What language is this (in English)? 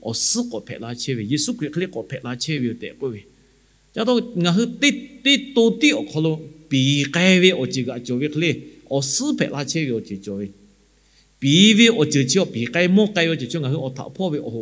Lahu